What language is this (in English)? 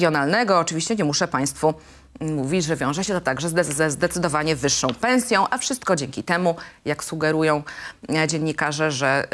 Polish